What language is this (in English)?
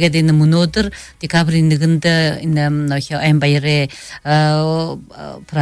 Buriat